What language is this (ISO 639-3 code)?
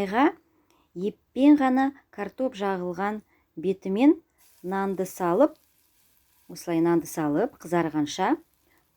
kaz